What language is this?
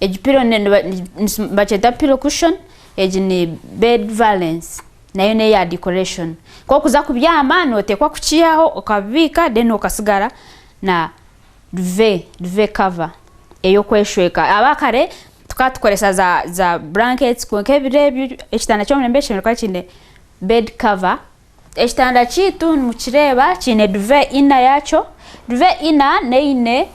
Nyankole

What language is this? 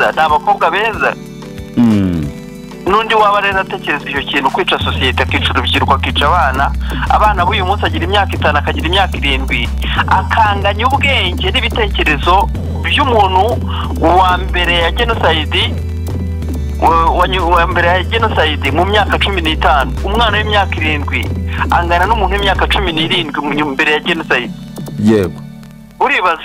Kinyarwanda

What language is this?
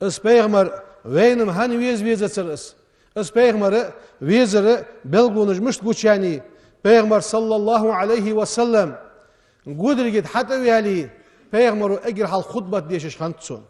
Ingush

